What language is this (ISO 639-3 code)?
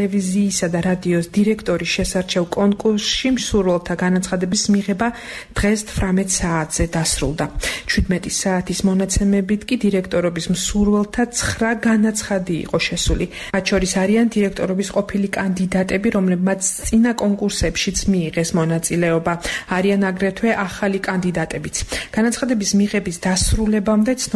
kat